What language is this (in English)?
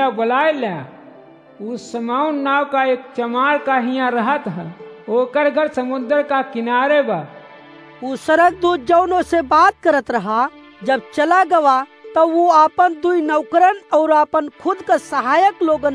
Awadhi